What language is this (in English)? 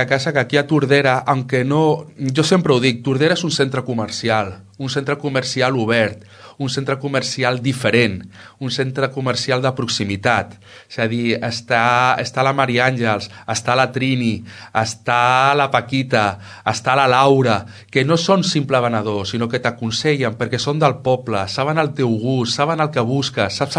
Catalan